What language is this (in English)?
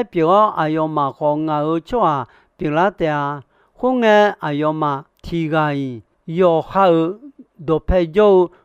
Akha